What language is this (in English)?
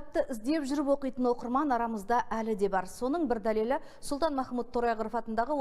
Kazakh